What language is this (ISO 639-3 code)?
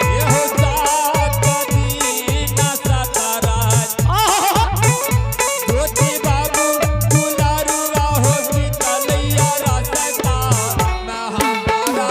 anp